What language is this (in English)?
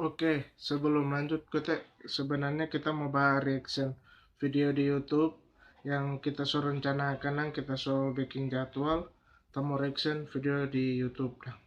Manado Malay